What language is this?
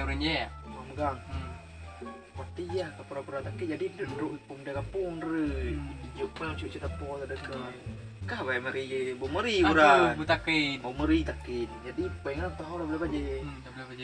Achinese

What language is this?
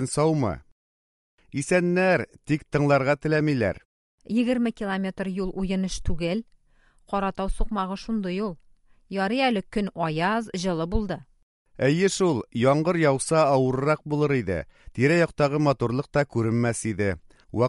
Tatar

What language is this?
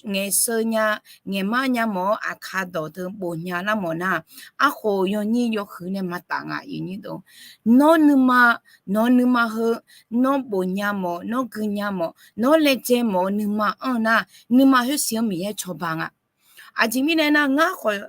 Akha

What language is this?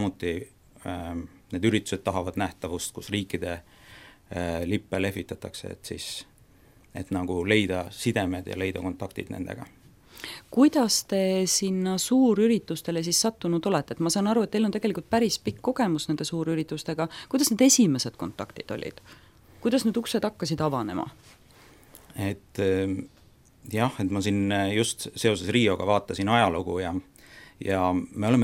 Estonian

